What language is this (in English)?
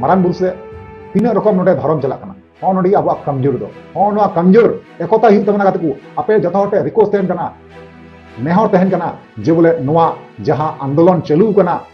Santali